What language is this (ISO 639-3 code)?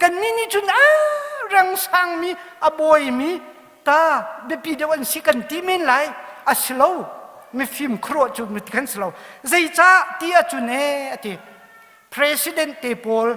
cnh